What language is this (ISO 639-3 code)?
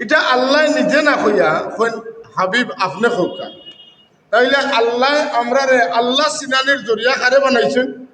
syl